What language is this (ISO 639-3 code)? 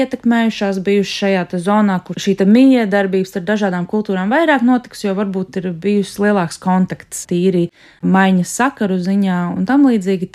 lav